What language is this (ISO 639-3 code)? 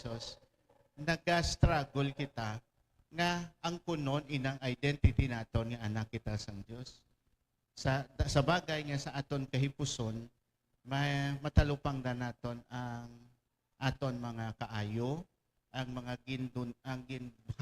hil